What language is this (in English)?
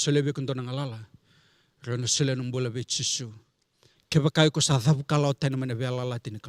Fijian